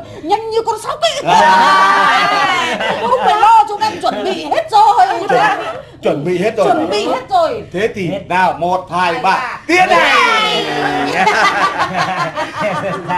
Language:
Vietnamese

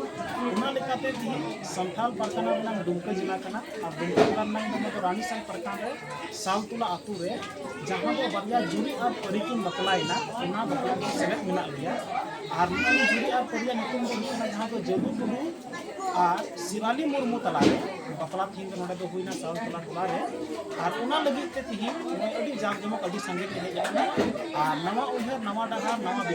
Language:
Santali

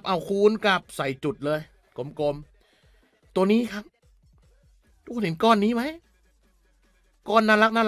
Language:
Thai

